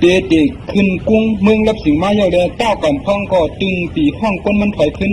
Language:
Shan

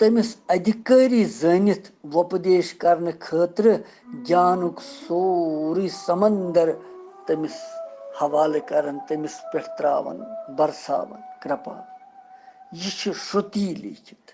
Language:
Kashmiri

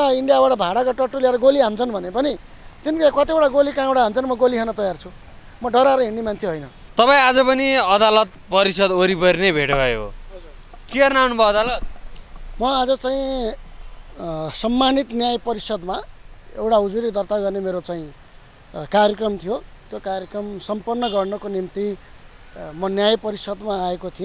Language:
Nepali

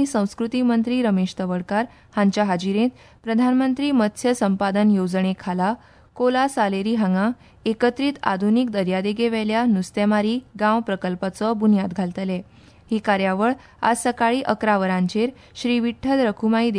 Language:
Konkani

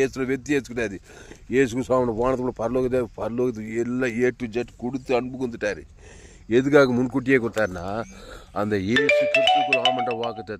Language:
Tamil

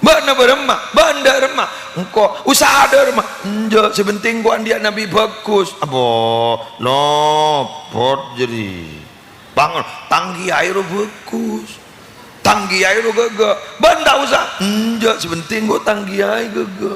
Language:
Madurese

